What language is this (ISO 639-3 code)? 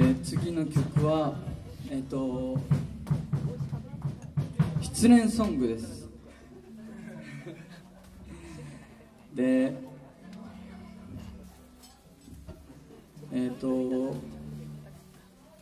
jpn